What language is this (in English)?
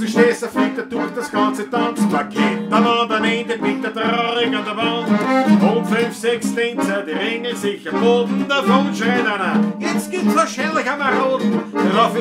Bavarian